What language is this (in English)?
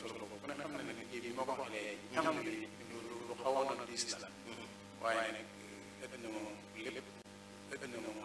Wolof